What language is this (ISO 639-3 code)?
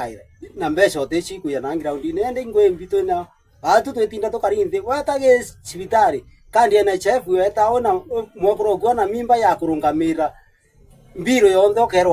mer